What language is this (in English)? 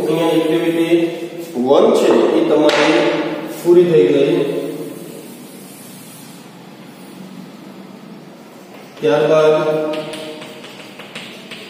Gujarati